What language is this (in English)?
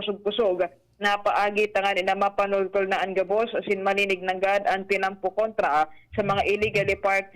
Bikol